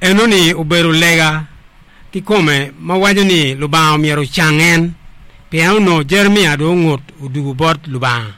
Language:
Acoli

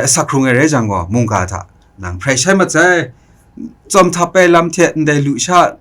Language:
Kachin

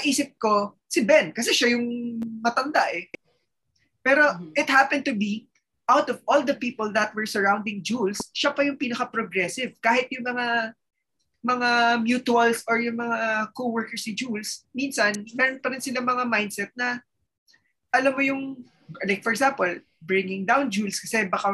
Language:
Filipino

